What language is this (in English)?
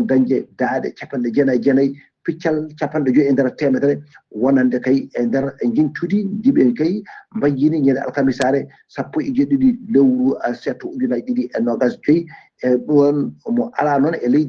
Fula